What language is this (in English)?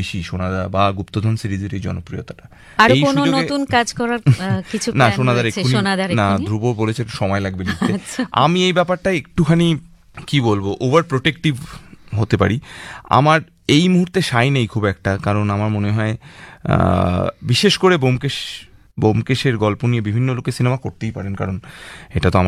Bangla